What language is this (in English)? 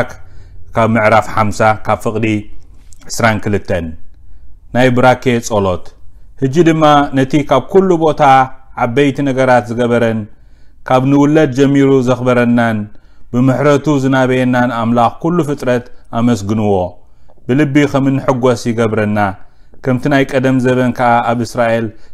Tigrinya